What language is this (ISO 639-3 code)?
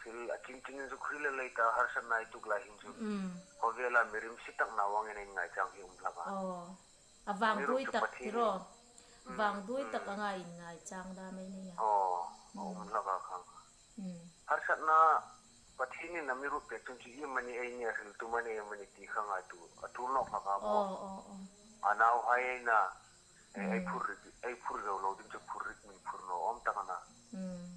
hmr